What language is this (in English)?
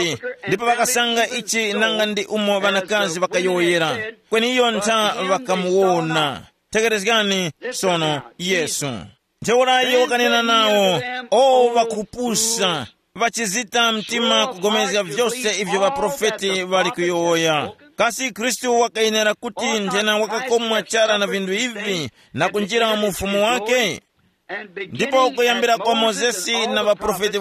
Tumbuka